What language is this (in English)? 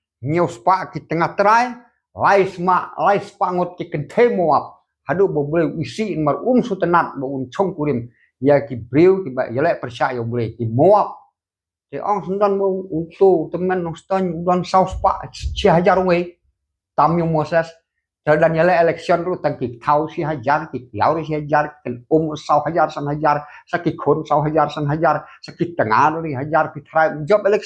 Khasi